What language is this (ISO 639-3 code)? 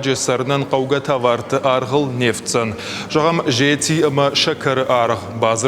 oss